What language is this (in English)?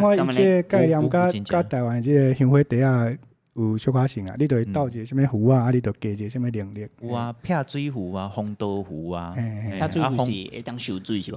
Min Nan Chinese